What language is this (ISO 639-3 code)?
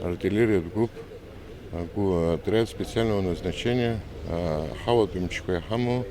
abk